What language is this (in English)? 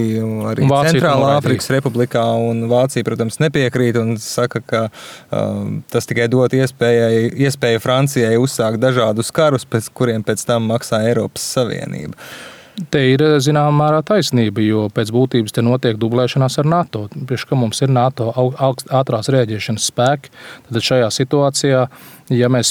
Latvian